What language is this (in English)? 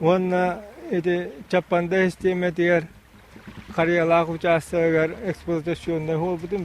Yakut